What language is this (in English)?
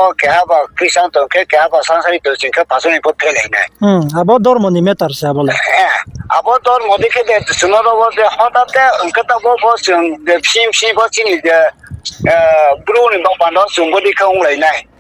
Riang (India)